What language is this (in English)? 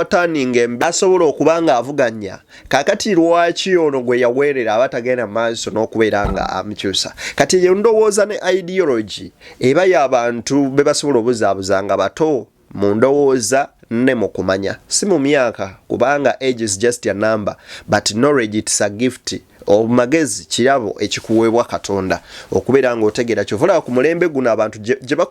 Ganda